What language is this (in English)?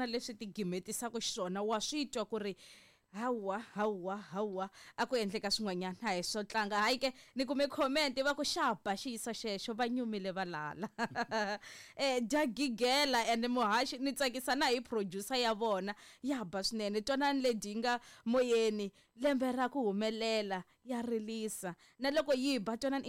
Tsonga